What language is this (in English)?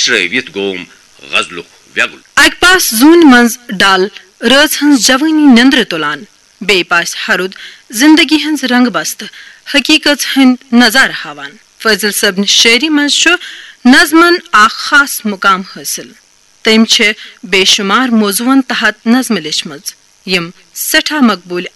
Kashmiri